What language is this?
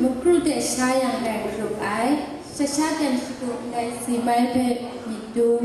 Kachin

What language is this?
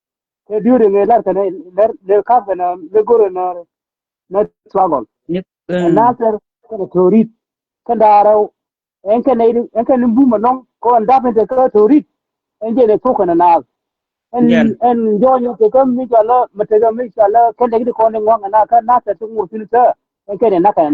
Nuer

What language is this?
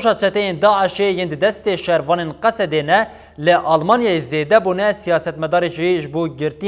Kurdish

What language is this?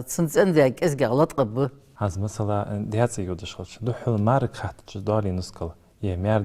Ingush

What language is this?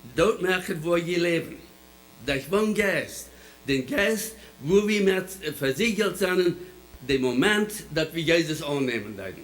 Plautdietsch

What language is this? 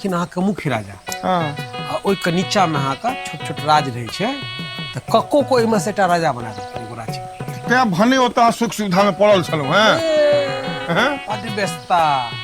Maithili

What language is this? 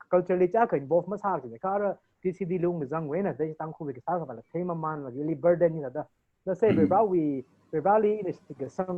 Tangkhul Naga (India)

